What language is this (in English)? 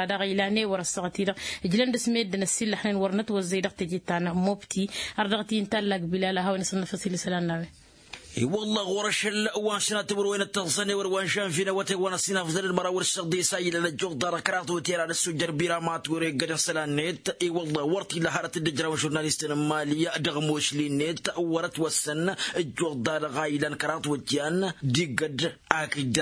Tamasheq